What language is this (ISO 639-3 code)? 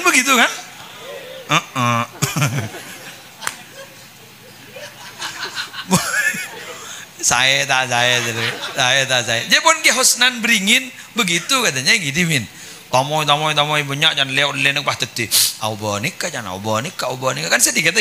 ind